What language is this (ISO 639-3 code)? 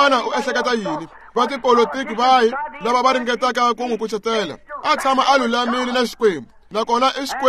tso